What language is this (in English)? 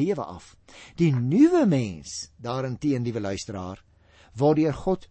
Afrikaans